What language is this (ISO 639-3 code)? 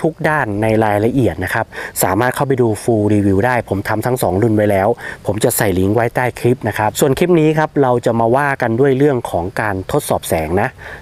tha